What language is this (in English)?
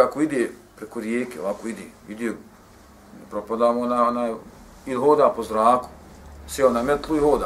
Bosnian